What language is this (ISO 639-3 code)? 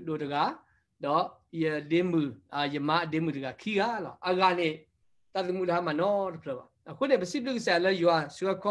ksw